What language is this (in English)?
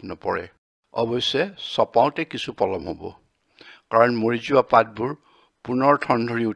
Assamese